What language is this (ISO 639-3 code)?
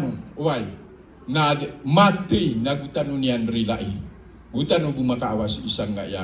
mrw